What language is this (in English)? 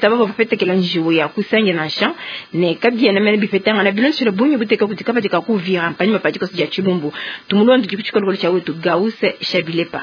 Luba-Lulua